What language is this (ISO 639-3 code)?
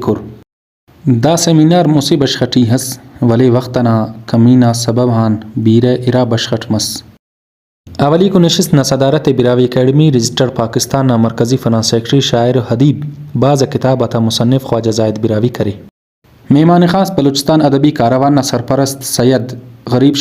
brh